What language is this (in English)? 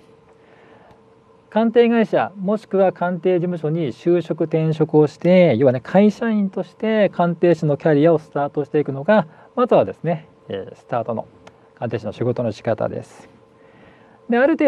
Japanese